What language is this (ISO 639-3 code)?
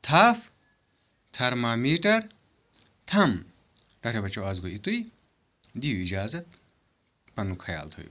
kas